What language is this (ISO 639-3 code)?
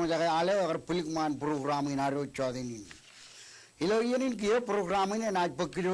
mah